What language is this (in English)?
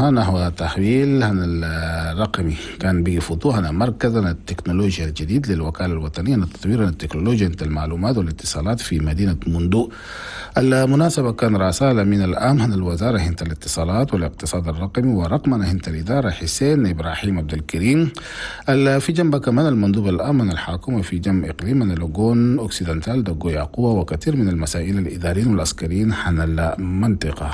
Chadian Arabic